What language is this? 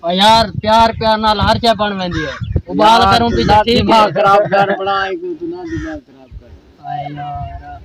Saraiki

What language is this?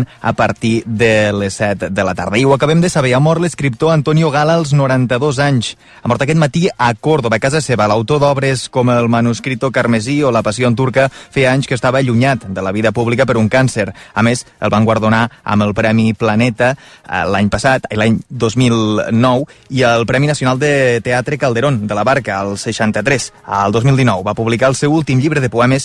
Catalan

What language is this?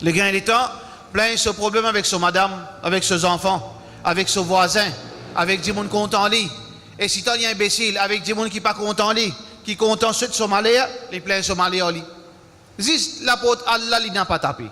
Morisyen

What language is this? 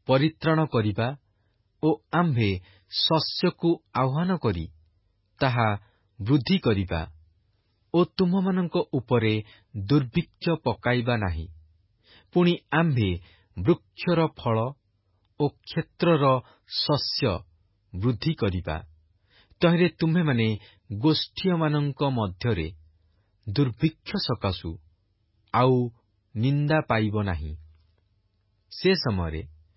Odia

